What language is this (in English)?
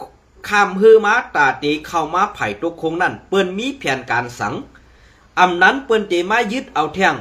Shan